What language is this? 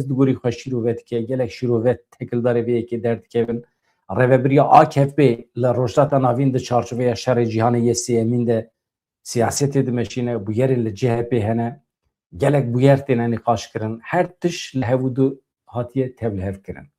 Kurdish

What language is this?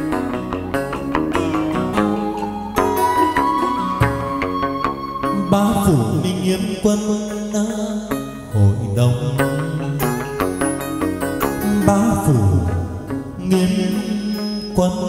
Vietnamese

